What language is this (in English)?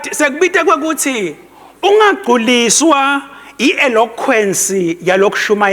Swati